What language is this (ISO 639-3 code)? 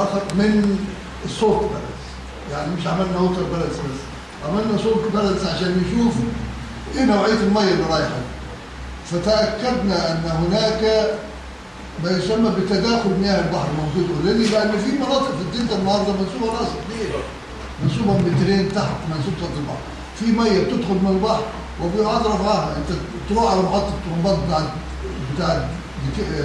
arz